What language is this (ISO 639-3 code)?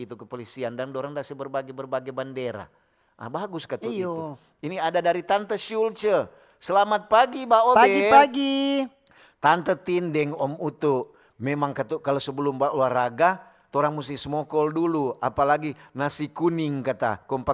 xmm